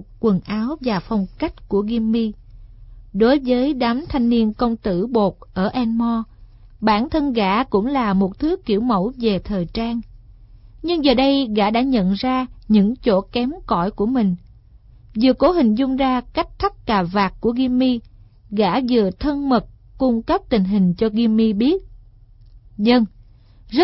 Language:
Vietnamese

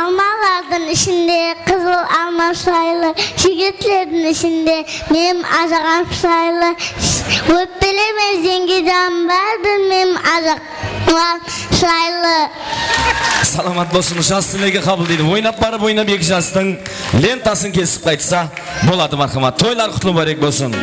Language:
Kara-Kalpak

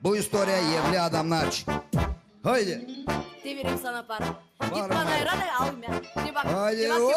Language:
Gagauz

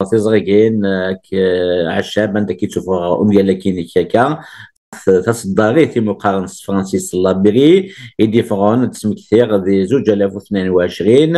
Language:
Kabyle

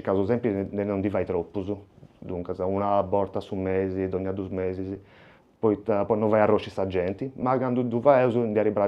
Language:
Sardinian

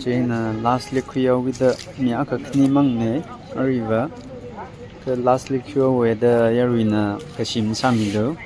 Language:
Tangkhul Naga (India)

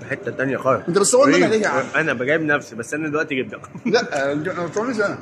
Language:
Egyptian Arabic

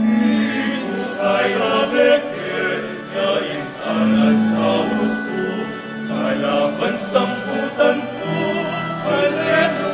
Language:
Pampanga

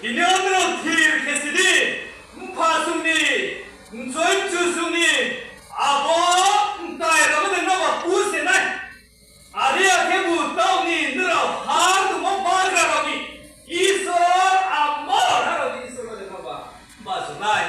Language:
Riang (India)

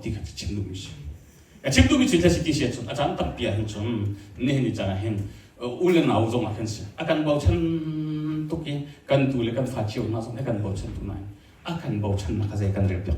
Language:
Hakha Chin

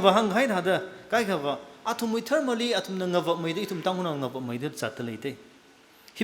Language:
Tangkhul Naga (India)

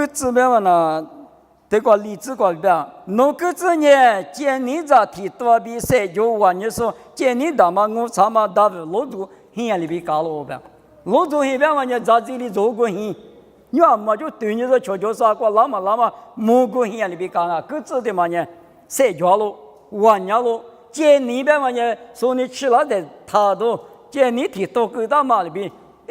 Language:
Lisu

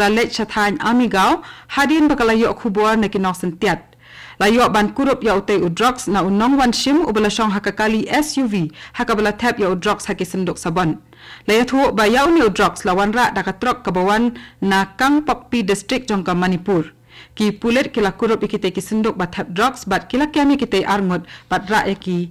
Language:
Khasi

